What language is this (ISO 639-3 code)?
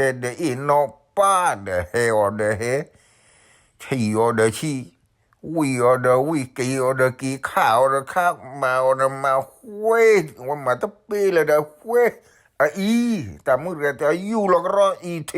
ksw